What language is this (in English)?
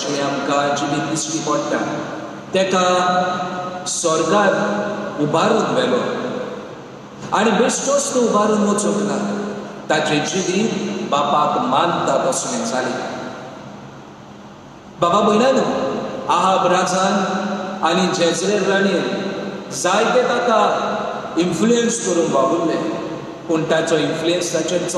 Konkani